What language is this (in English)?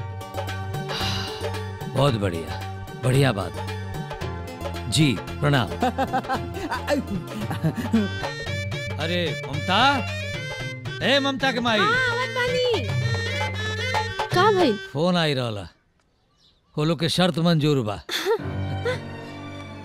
Bhojpuri